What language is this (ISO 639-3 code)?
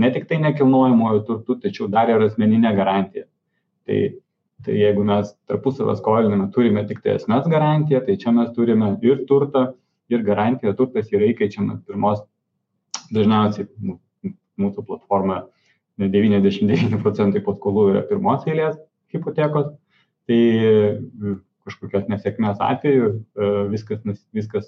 lit